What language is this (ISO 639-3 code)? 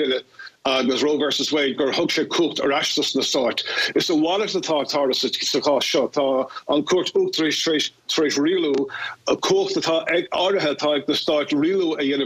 gle